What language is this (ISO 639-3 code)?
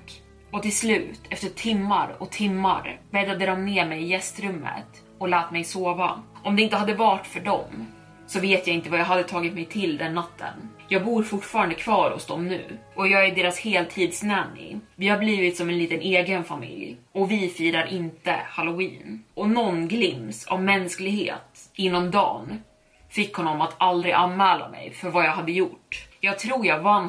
swe